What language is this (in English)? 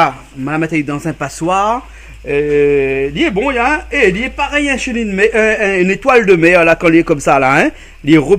Réunion Creole French